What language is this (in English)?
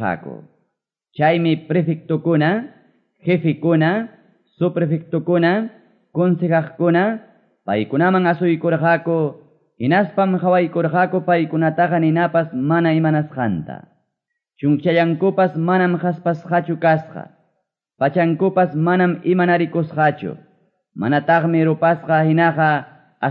Quechua